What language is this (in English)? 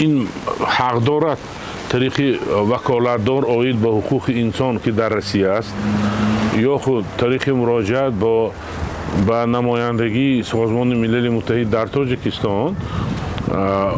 Tajik